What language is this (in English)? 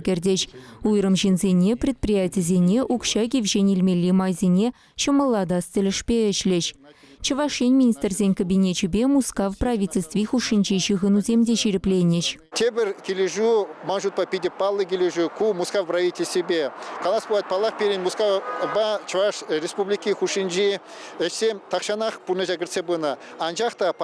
Chuvash